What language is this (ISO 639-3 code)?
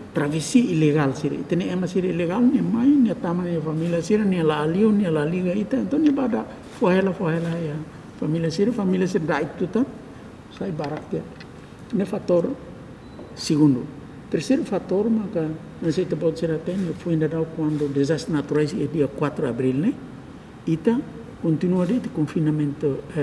tet